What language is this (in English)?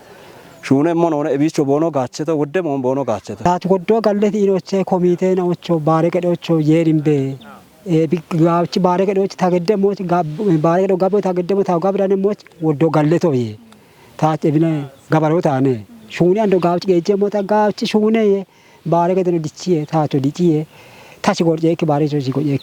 Kafa